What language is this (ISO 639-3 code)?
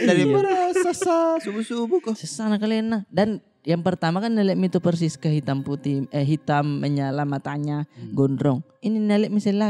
mfp